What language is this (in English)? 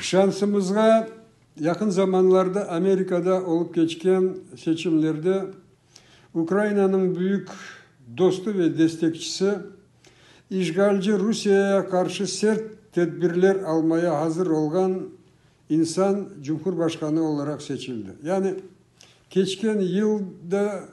Crimean Tatar